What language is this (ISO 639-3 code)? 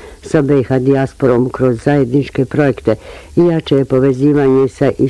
bos